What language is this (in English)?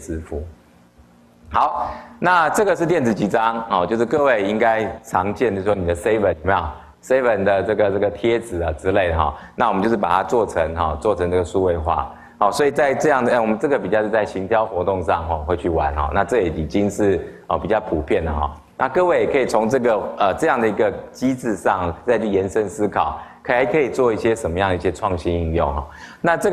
Chinese